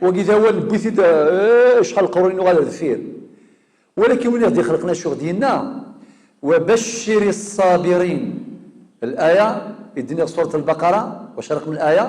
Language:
Kabyle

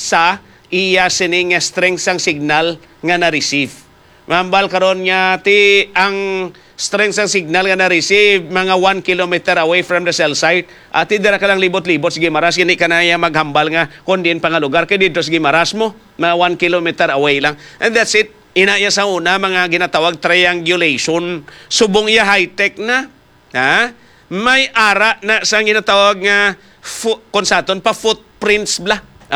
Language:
Hiligaynon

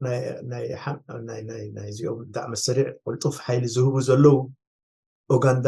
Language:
Tigrinya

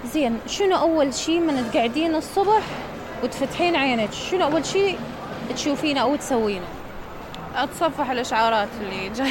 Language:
Mesopotamian Arabic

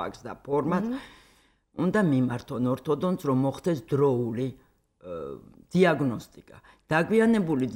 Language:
Georgian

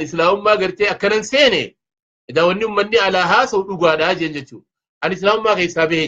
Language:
Oromo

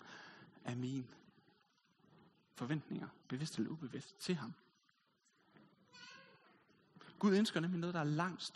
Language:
Danish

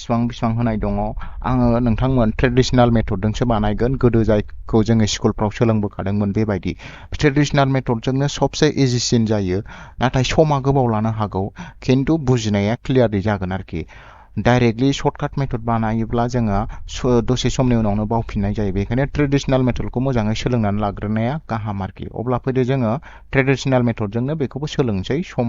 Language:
Bodo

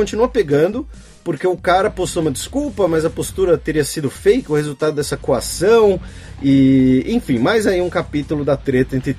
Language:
Portuguese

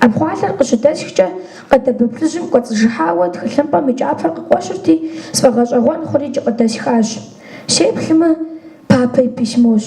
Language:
Kabardian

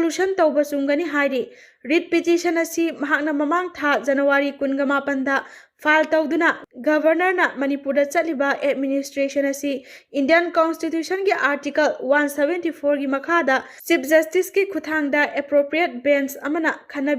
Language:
Manipuri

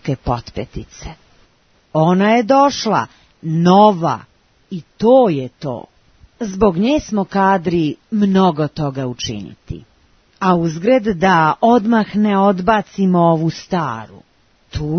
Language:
Serbian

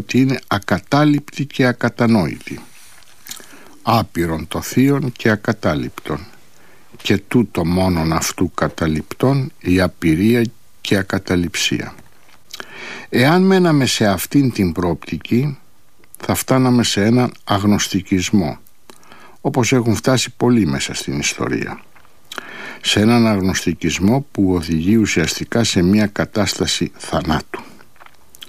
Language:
Greek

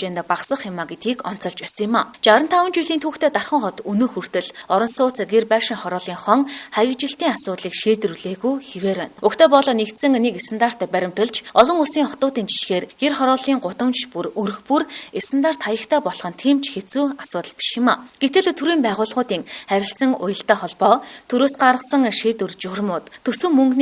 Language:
Mongolian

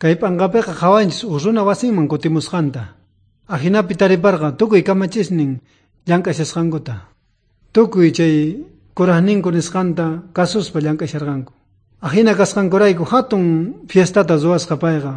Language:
South Bolivian Quechua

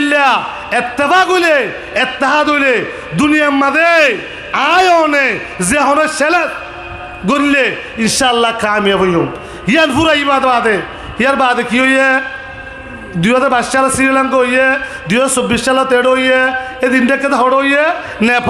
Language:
Rohingya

